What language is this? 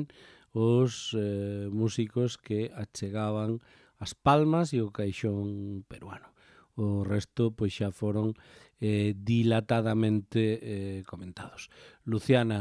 Galician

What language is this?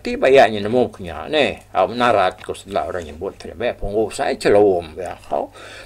Iban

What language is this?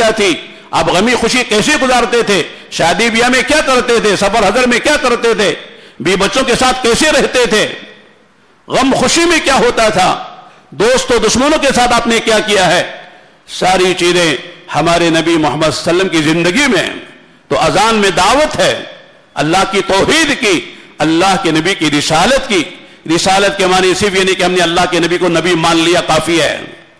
Urdu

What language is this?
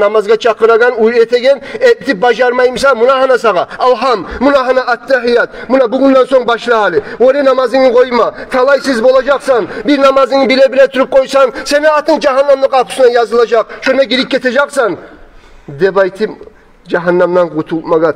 Kumyk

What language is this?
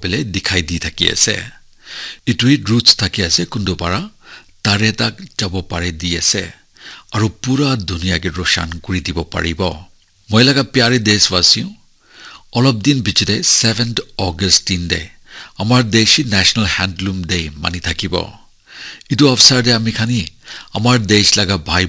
Naga Pidgin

